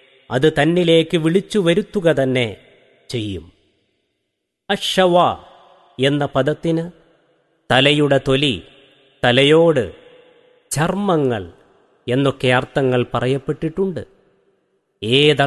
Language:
Malayalam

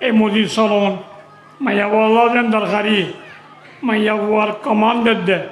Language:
Rohingya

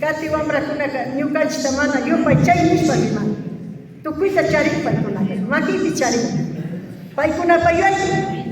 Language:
Imbabura Highland Quichua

